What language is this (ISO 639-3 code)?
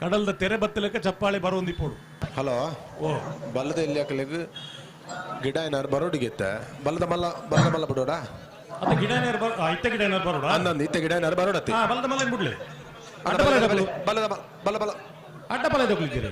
tcy